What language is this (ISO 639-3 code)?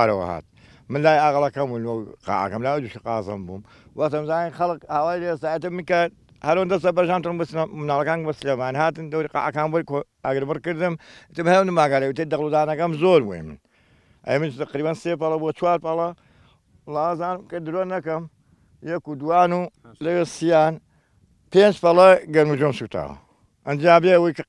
ckb